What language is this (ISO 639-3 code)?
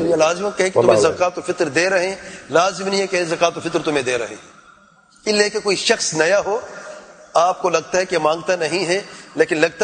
urd